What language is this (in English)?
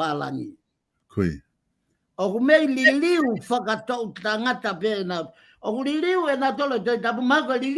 Tongan